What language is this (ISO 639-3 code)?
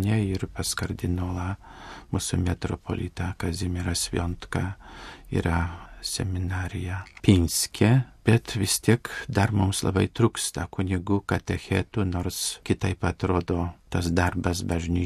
lit